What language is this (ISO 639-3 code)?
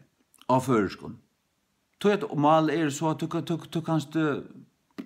fao